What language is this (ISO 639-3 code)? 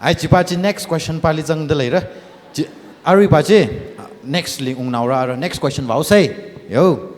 nmf